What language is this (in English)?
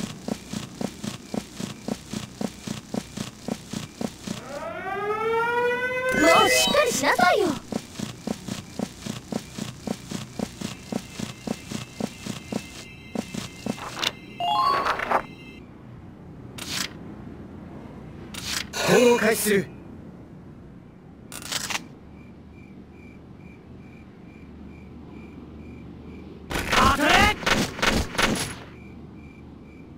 Japanese